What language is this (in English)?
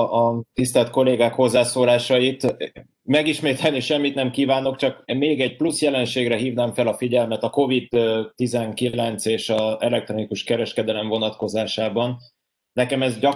Hungarian